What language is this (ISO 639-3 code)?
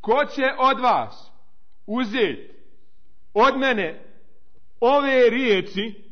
bos